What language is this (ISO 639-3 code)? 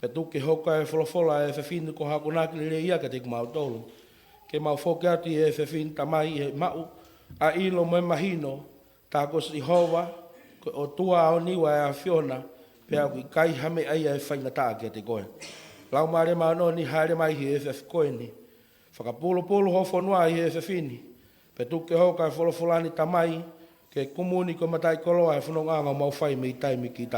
ton